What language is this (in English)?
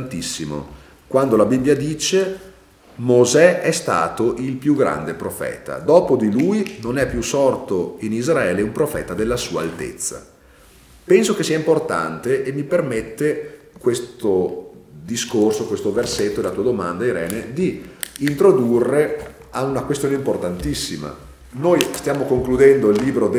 Italian